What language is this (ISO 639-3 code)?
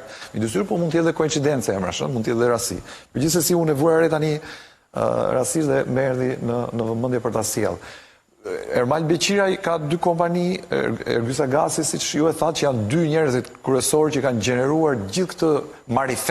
sqi